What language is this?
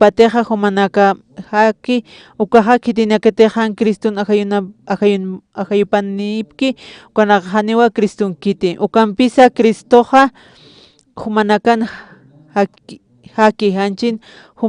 Aymara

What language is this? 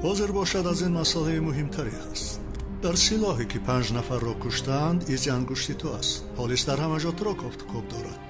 Tajik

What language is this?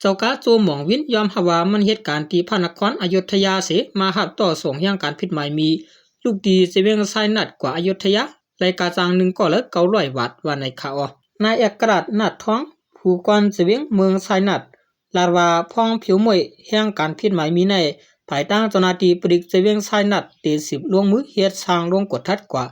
Shan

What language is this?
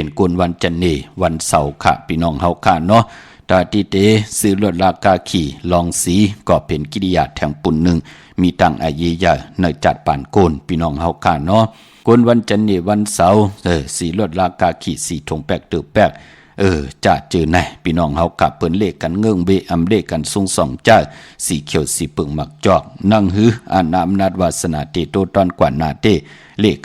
Shan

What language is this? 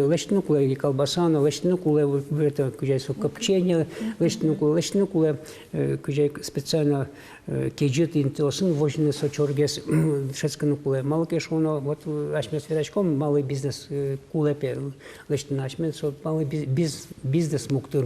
Udmurt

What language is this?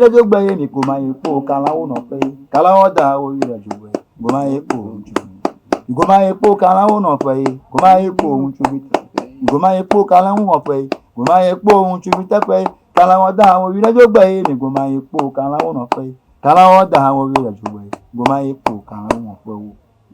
Ewe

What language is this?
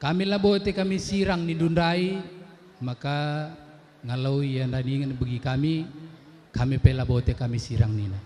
Batak Karo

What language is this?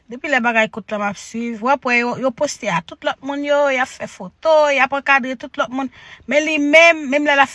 Haitian Creole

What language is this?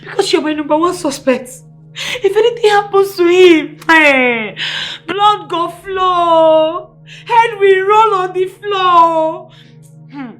Nigerian Pidgin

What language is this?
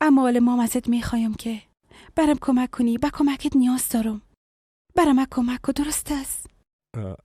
Persian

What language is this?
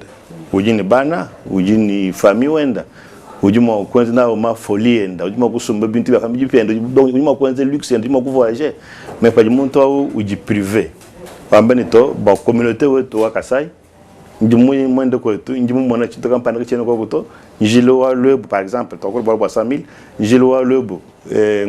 Luba-Lulua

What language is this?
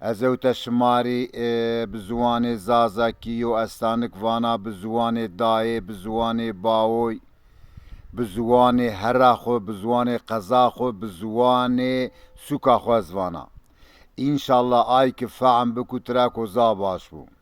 Zaza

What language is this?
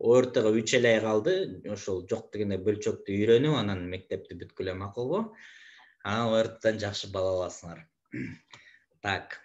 Kyrgyz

